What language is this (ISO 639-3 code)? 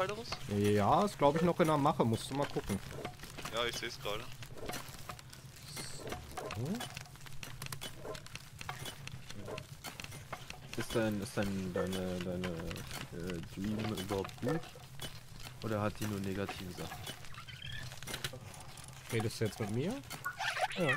deu